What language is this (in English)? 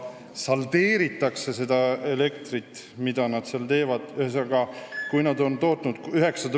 Estonian